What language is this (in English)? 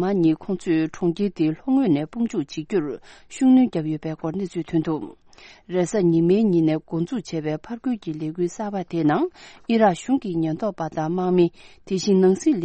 Tibetan